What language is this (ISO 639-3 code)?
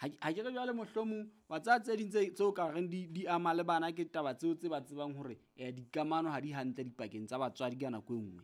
sot